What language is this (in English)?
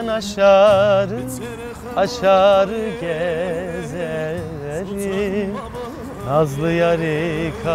Zaza